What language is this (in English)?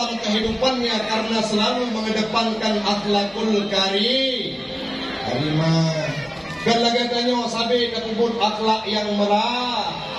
Achinese